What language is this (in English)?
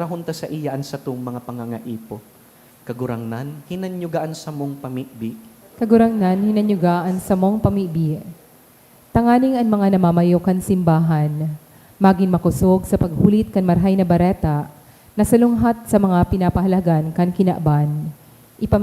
Bikol